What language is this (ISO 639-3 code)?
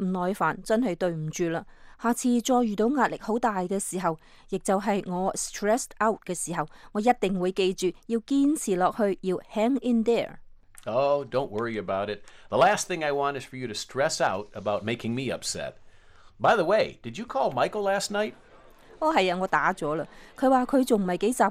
yue